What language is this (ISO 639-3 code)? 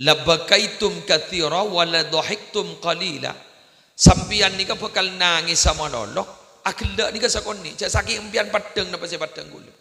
mad